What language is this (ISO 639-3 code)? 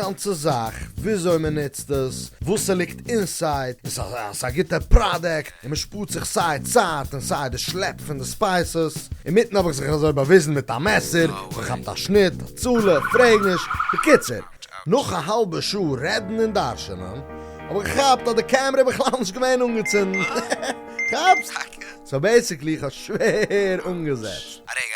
yid